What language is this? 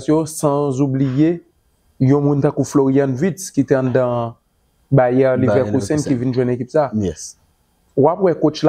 Haitian Creole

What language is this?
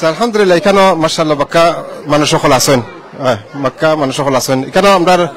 Sylheti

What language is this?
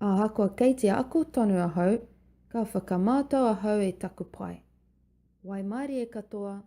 Māori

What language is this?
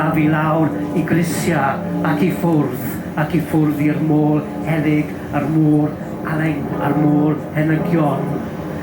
Welsh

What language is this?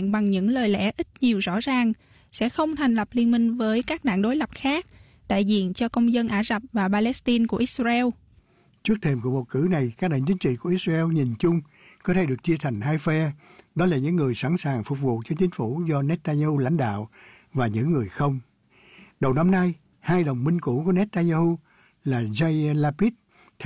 Vietnamese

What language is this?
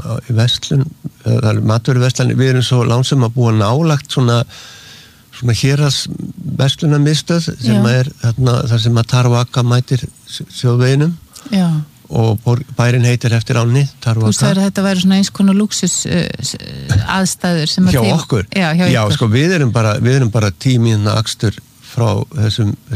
Icelandic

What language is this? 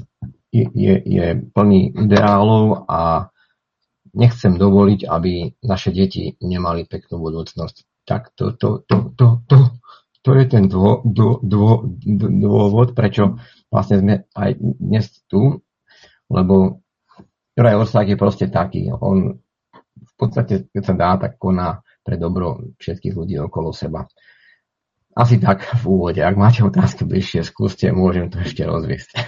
Slovak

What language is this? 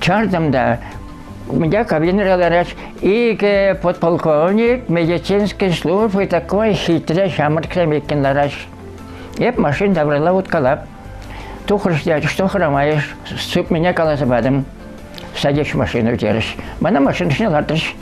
Chuvash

